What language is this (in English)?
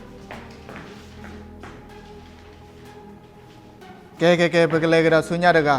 S'gaw Karen